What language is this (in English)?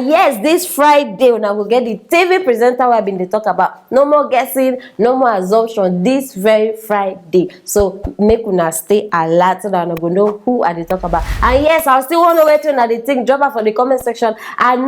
Nigerian Pidgin